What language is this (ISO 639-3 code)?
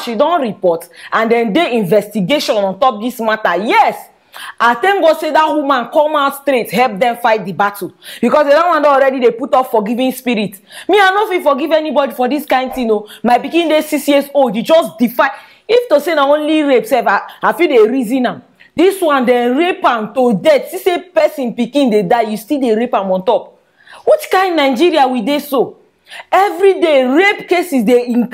pcm